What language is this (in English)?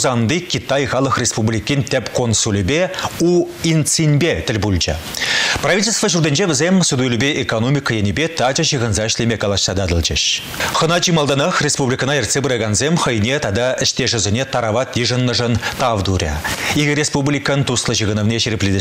Chuvash